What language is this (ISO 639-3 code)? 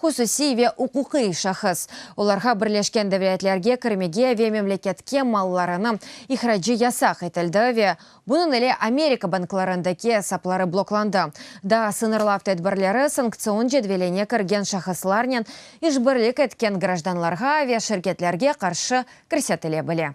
crh